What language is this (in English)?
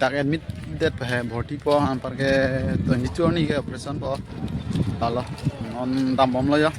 Karbi